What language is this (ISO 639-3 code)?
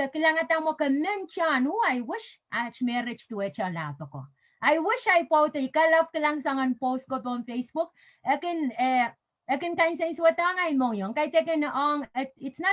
pon